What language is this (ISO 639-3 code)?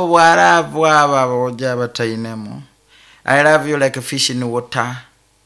nyo